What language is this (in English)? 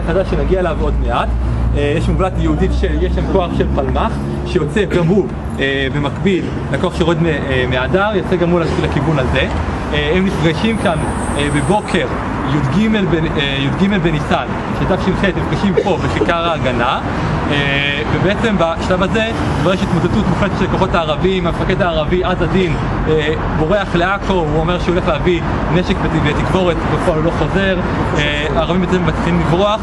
Hebrew